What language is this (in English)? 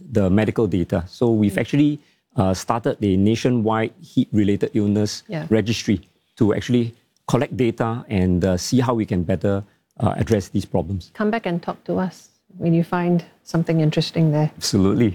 English